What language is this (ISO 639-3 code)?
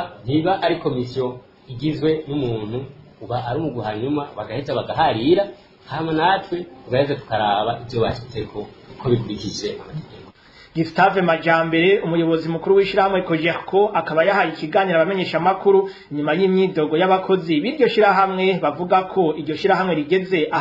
run